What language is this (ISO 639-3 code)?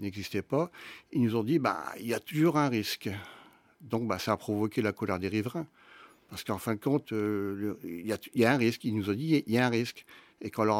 fra